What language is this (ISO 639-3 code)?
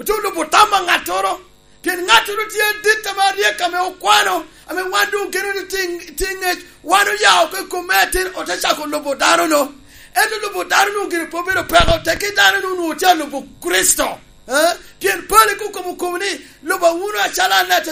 laj